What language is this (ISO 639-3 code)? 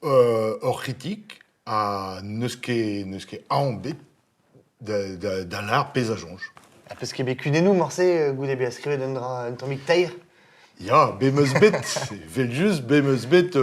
bre